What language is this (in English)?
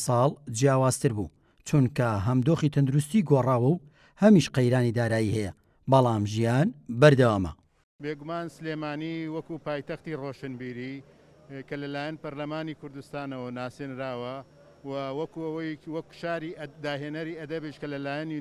Central Kurdish